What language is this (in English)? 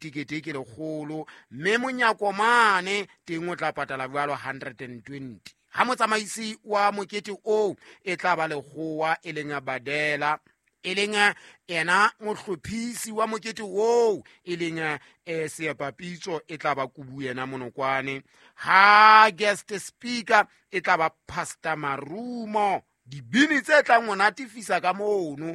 Southern Sotho